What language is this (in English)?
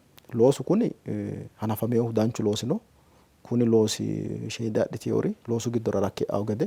Sidamo